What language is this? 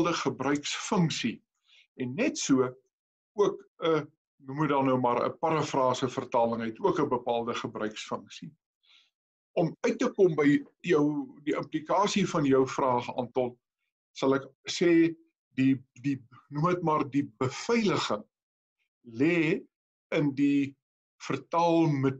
Afrikaans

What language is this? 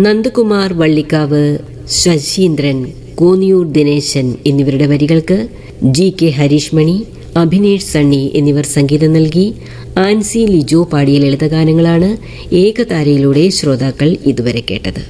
Malayalam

